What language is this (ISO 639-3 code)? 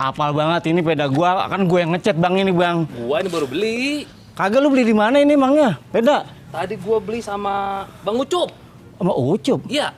bew